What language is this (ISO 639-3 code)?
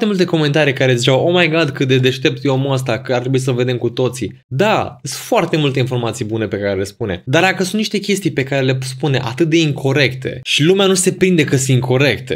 ron